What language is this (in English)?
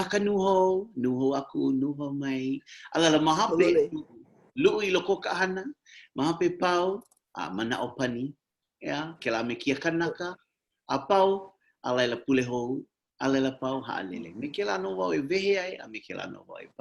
Hawaiian